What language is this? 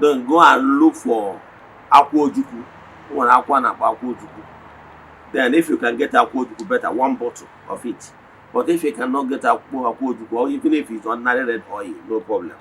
Igbo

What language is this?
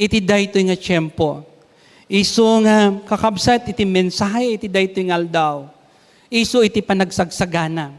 Iloko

